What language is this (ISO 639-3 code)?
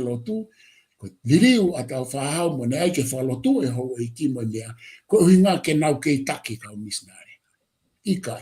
ton